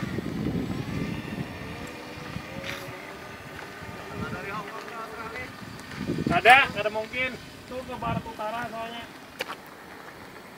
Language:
Indonesian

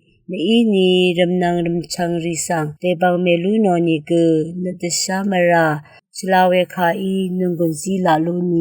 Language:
Rawang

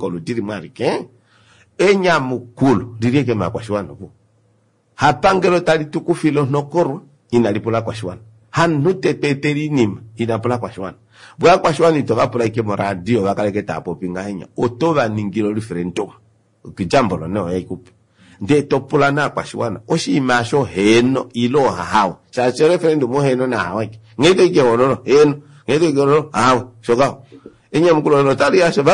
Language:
Kuanyama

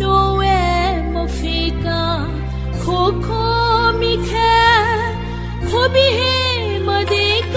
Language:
Newari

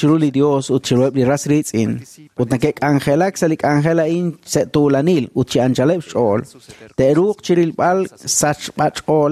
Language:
Kekchí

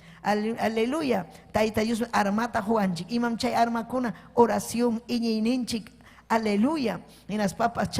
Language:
Ayacucho Quechua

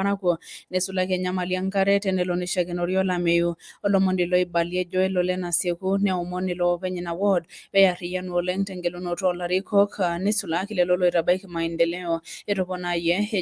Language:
Masai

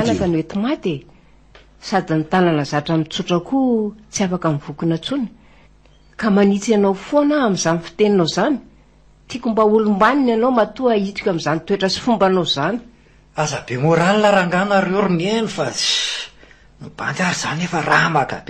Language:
Malagasy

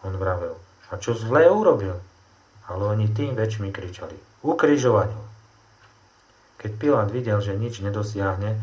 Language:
Slovak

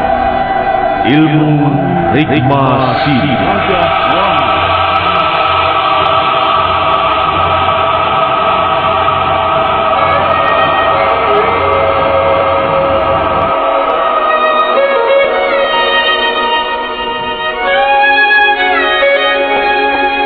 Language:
Indonesian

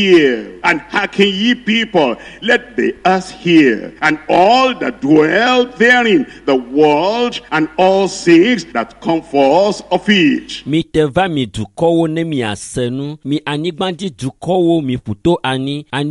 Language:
Ewe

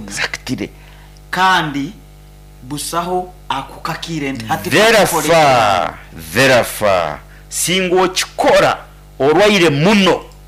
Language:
Nyoro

